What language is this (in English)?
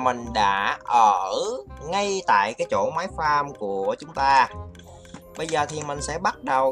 Vietnamese